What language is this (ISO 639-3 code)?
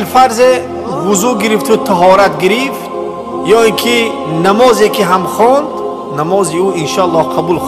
tgk